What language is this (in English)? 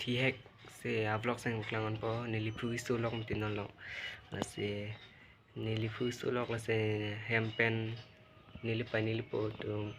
Karbi